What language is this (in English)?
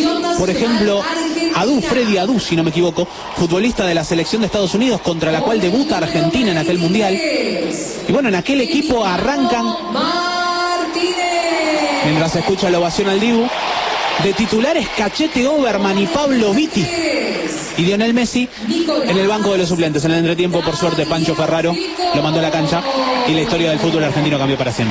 Spanish